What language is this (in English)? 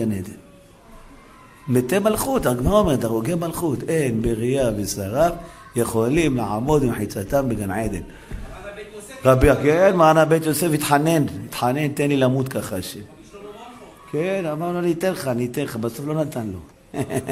Hebrew